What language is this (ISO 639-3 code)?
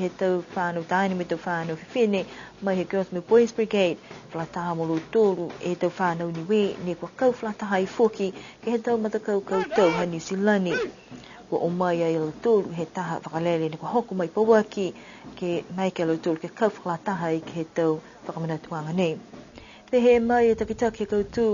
niu